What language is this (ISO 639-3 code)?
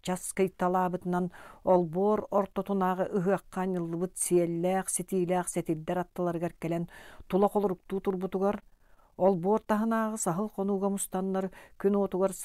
sah